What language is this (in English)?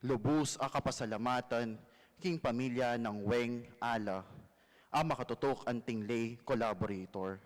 Pampanga